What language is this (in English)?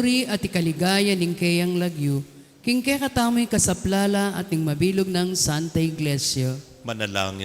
Pampanga